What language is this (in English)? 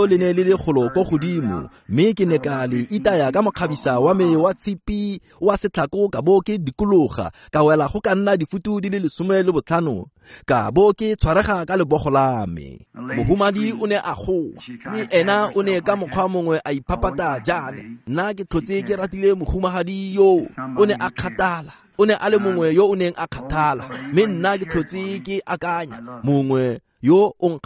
Tswana